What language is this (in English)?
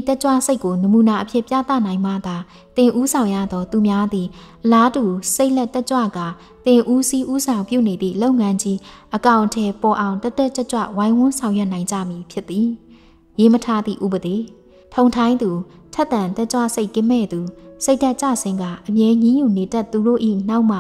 Burmese